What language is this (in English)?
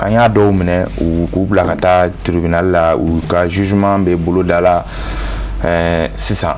Bambara